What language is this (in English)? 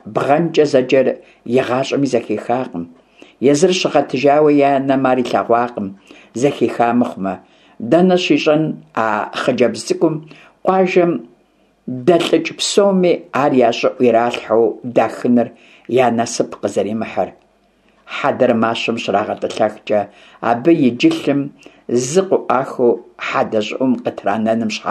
Kabardian